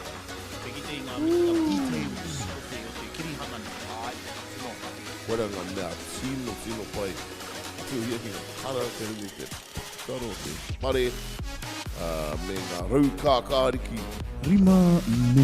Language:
Māori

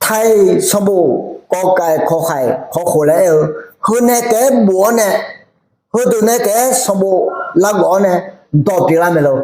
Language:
Akha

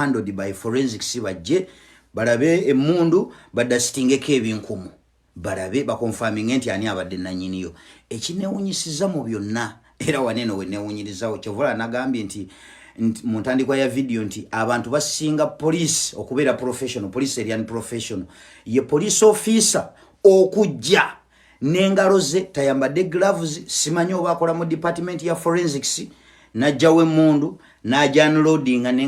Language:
Ganda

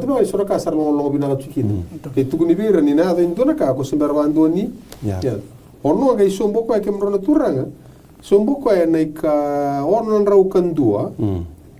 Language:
Fijian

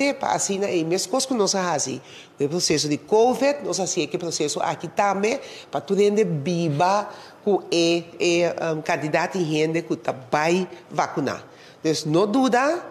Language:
Papiamento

